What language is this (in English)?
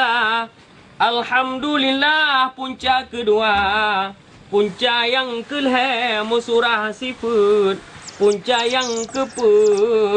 Achinese